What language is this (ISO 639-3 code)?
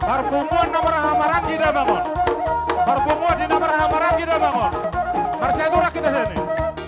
bbc